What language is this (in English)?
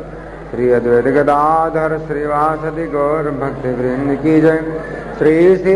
Hindi